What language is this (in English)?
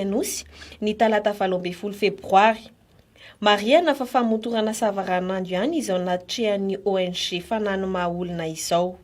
Malagasy